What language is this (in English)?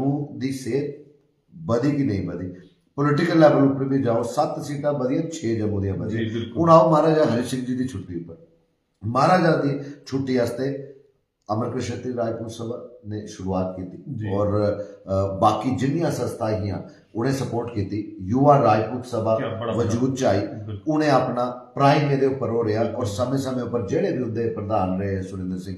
Dogri